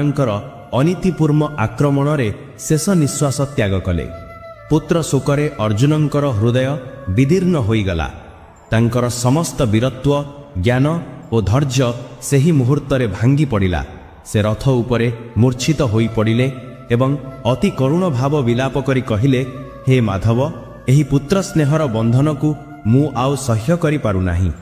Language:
Odia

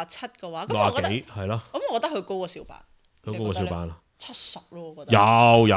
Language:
Cantonese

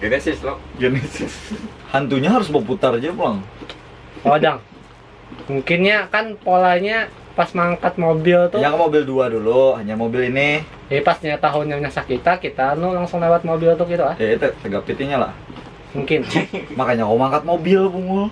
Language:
Banjar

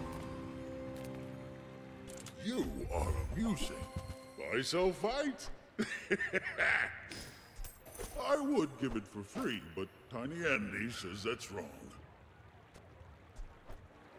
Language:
English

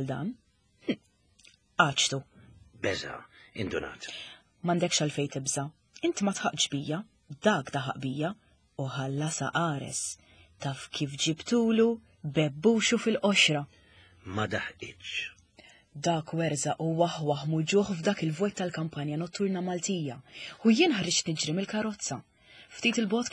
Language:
Maltese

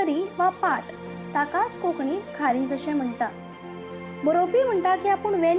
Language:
Konkani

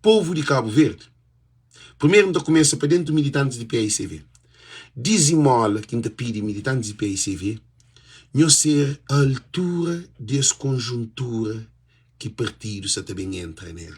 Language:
Kabuverdianu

